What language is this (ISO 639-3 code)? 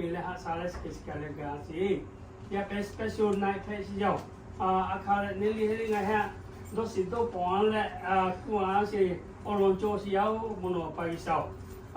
lhu